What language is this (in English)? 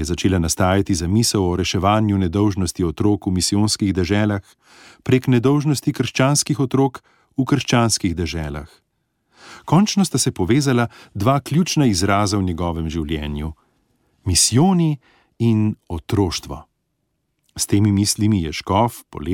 Slovenian